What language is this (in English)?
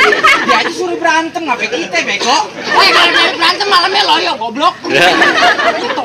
Betawi